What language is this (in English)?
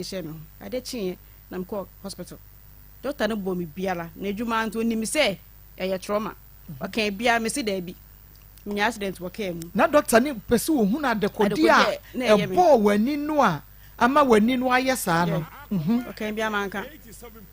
Akan